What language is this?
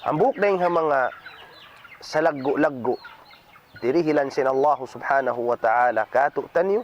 Tausug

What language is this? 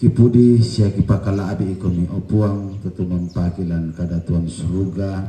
Toraja-Sa'dan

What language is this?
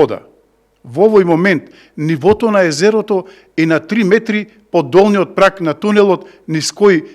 Macedonian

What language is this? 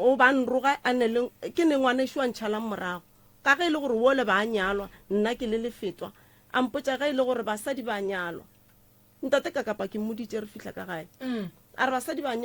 Northern Sotho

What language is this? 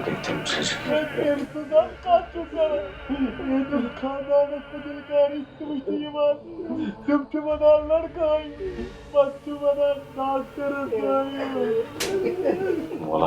Kashmiri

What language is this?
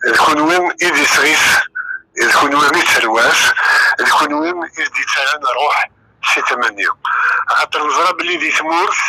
Kabyle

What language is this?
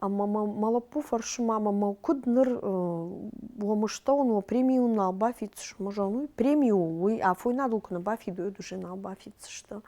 Ossetic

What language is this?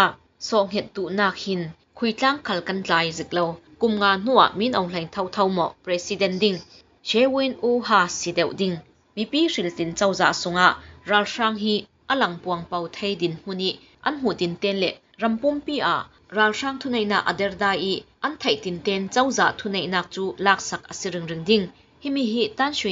Falam Chin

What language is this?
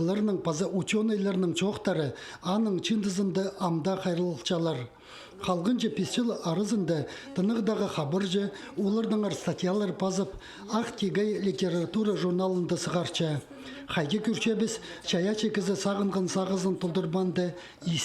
Khakas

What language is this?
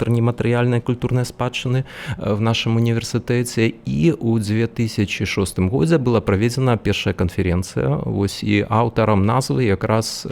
Belarusian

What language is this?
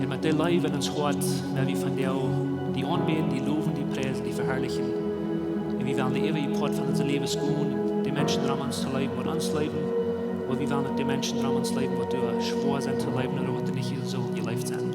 Plautdietsch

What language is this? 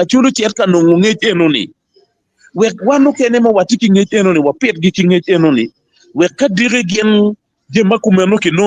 Acoli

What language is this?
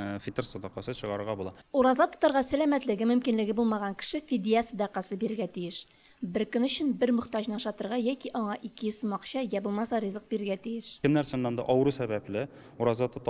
Tatar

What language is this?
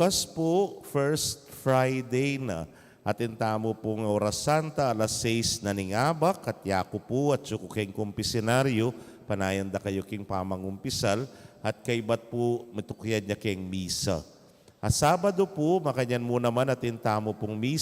Pampanga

